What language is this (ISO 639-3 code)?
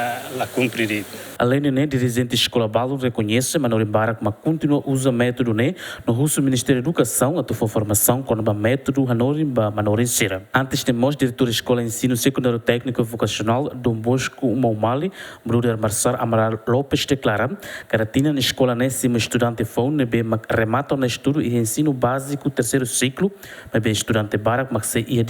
tet